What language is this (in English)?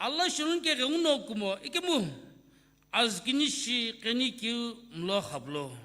Sumi Naga